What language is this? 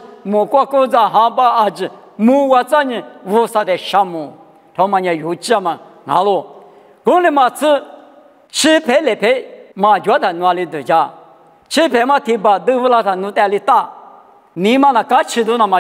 Lisu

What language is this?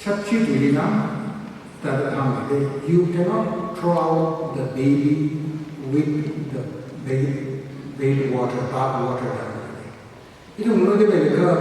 Tangkhul Naga (India)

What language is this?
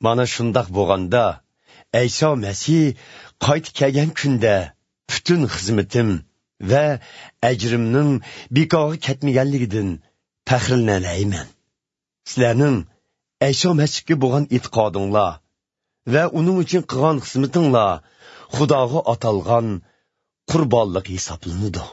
Uyghur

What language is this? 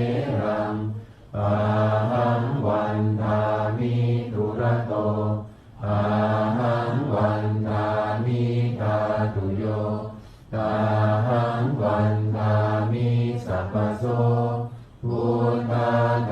Pali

